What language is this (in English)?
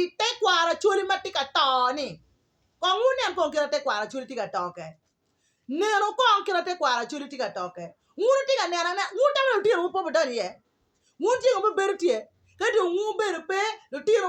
Acoli